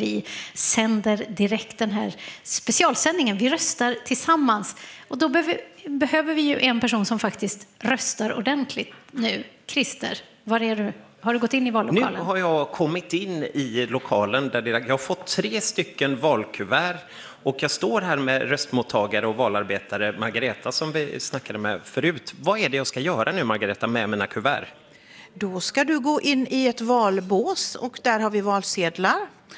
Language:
Swedish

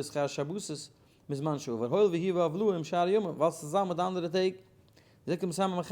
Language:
Yiddish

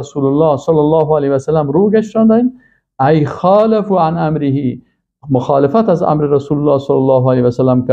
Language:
Persian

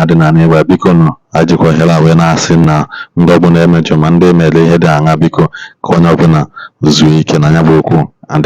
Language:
Igbo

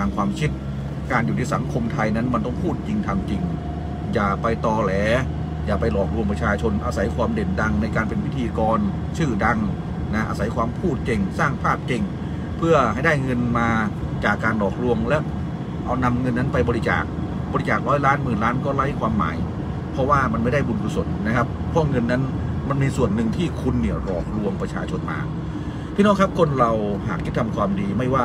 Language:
Thai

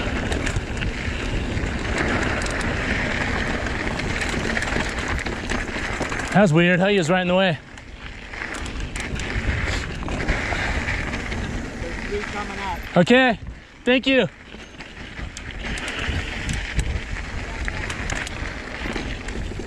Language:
English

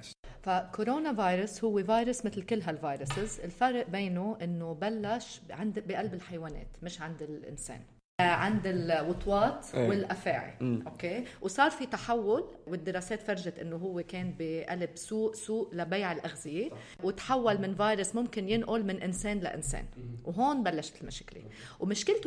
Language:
North Levantine Arabic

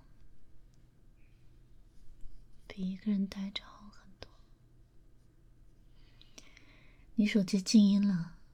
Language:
Chinese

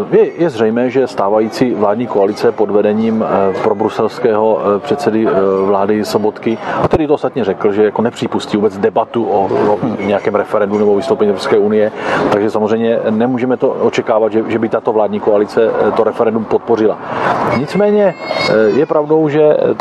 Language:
Czech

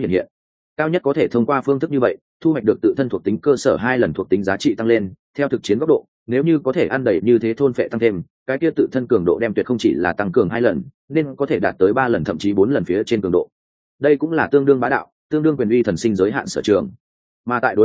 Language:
Vietnamese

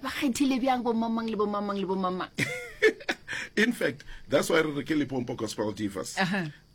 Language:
Northern Sotho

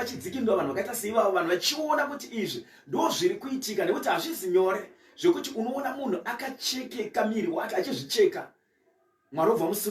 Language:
Shona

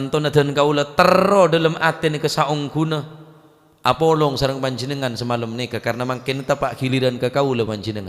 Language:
Madurese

